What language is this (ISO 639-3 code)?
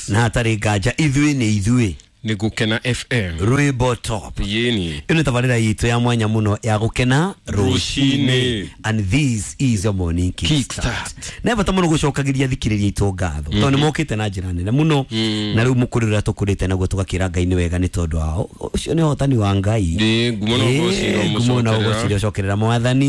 kik